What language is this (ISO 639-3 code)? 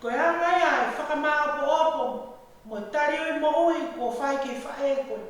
ton